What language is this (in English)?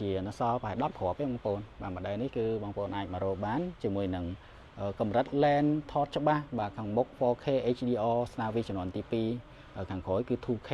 Khmer